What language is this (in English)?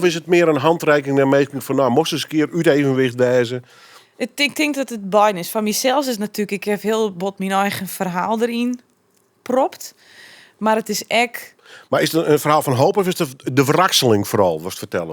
Western Frisian